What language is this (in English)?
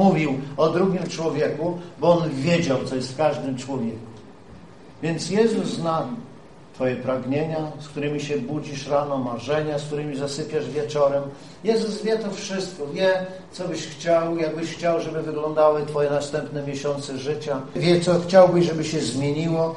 Polish